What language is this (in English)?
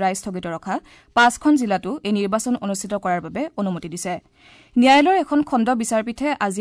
Assamese